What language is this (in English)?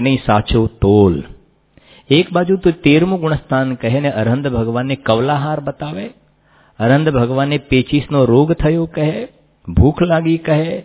Gujarati